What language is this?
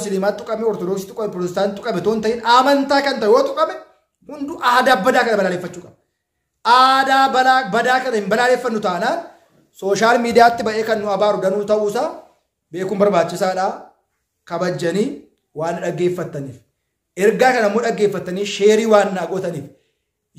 Oromo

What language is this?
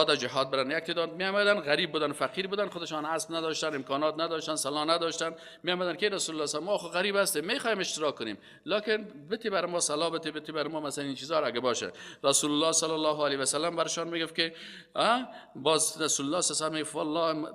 Persian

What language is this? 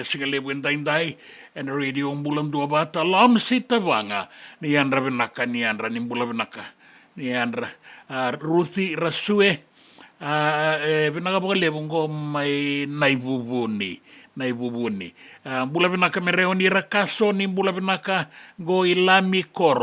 Fijian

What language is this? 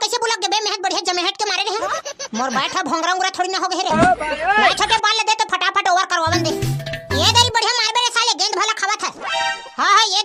Chhattisgarhi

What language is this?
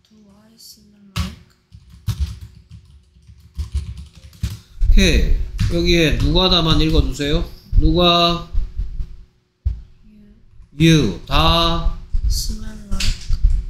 Korean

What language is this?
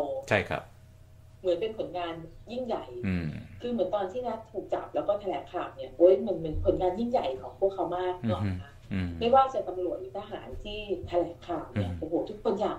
Thai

